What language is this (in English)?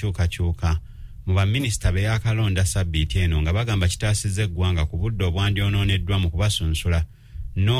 Ganda